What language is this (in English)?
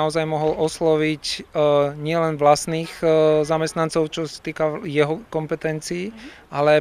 Slovak